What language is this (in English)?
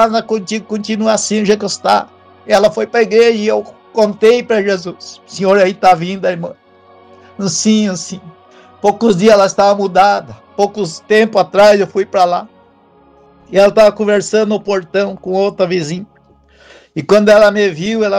Portuguese